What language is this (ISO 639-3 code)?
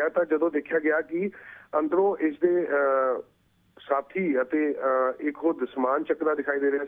pan